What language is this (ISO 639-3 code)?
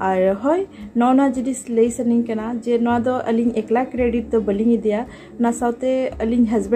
sat